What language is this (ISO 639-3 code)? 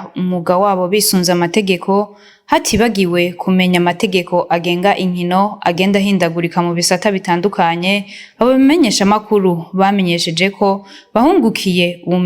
run